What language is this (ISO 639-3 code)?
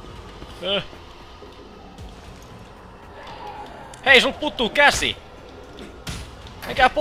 fin